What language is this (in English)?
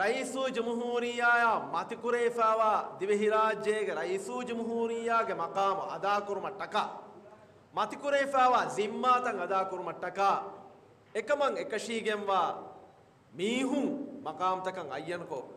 Divehi